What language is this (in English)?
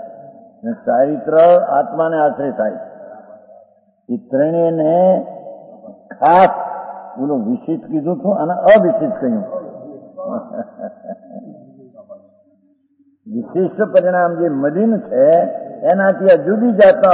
Gujarati